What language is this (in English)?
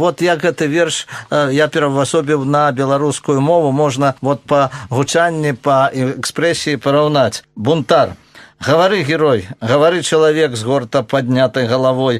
Belarusian